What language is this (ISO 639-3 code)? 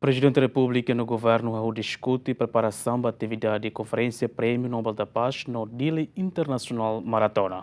tet